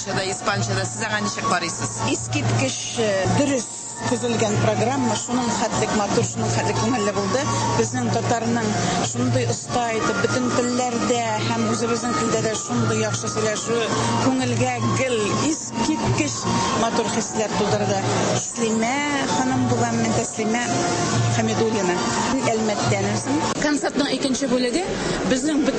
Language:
Tatar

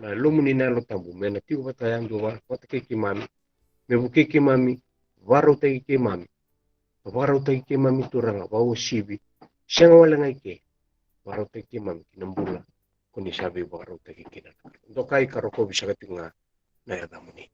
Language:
Fijian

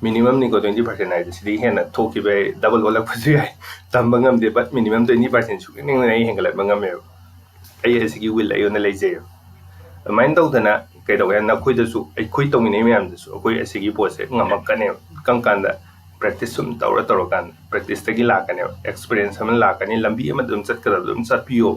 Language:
Manipuri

